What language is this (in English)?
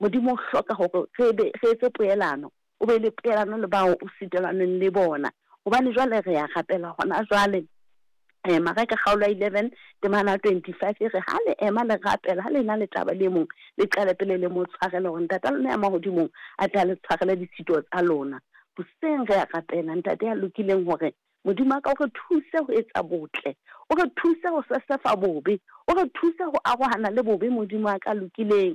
Southern Sotho